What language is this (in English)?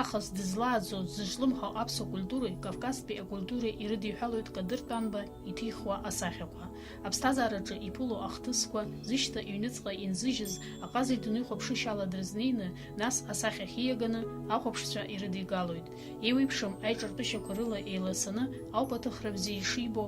Abkhazian